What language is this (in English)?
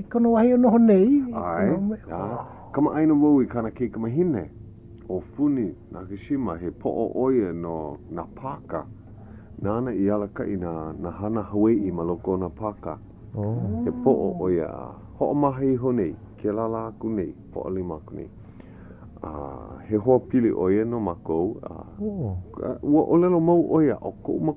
Hawaiian